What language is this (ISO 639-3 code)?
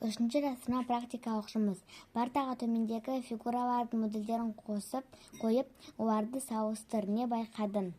kaz